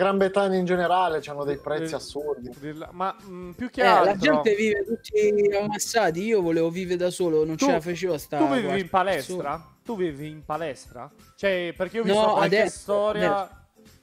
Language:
Italian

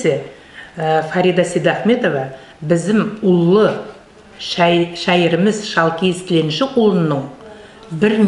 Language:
Nogai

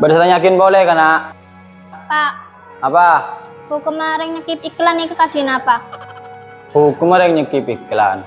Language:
Madurese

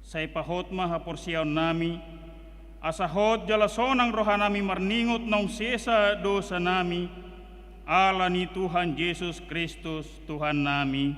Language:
Batak Toba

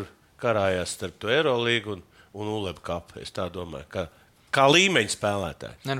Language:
Latvian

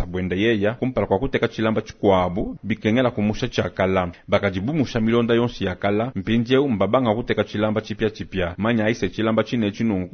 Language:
Luba-Lulua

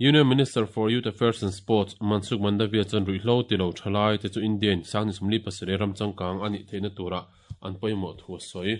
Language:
Mizo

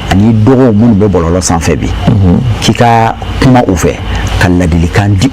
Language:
Bambara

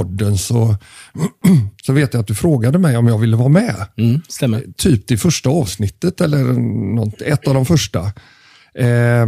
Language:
Swedish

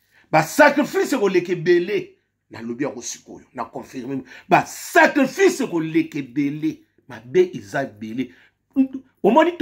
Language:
Lingala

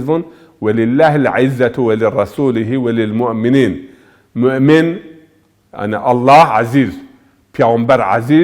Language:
Zaza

